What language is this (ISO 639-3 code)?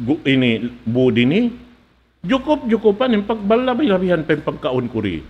tsg